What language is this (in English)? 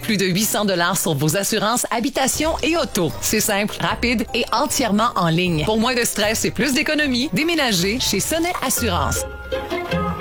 French